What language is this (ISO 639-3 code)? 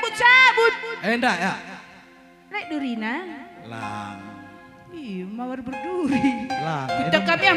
btx